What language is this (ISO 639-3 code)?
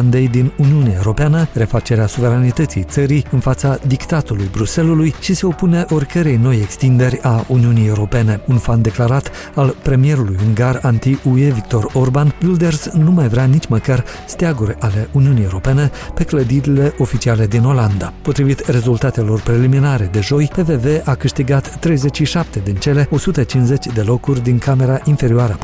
ron